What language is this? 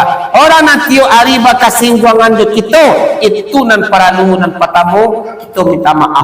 Minangkabau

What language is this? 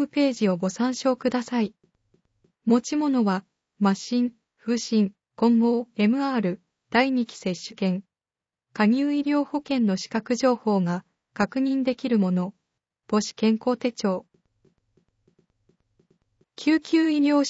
Japanese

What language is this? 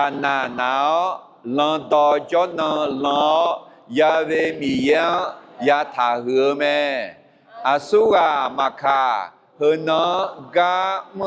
Akha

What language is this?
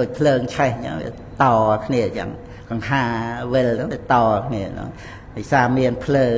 Khmer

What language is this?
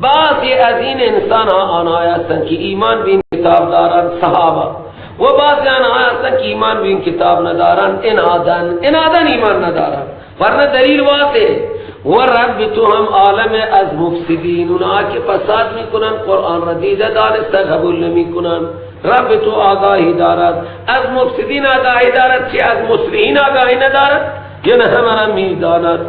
Persian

